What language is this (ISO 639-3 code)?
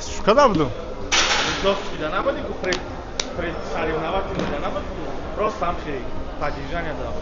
tgk